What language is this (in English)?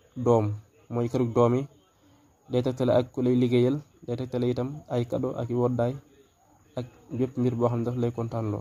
Wolof